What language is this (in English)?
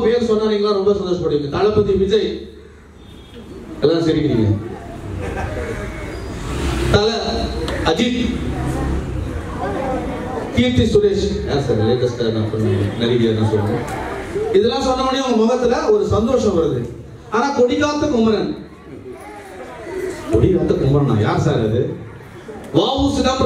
Tamil